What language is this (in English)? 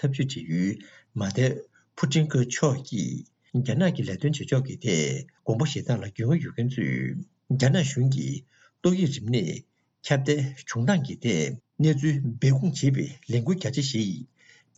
Tibetan